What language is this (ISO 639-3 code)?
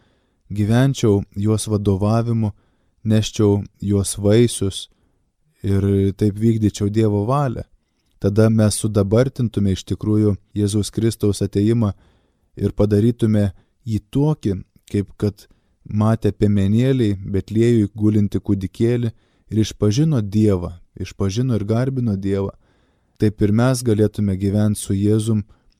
lit